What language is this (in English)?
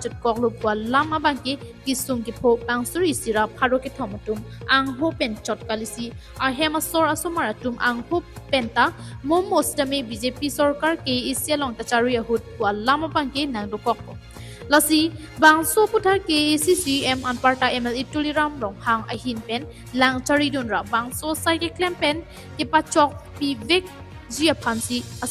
Karbi